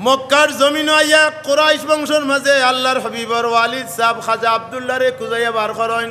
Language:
Sylheti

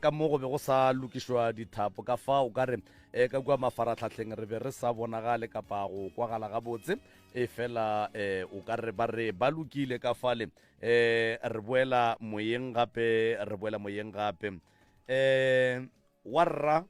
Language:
Northern Sotho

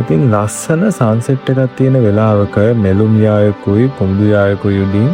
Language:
Sinhala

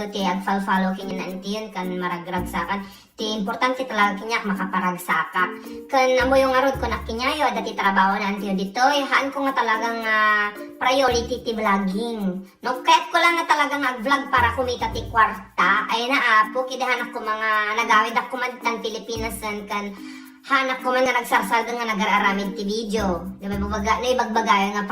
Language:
Iloko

